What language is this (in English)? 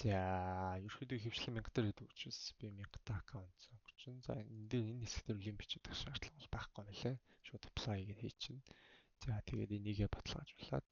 Mongolian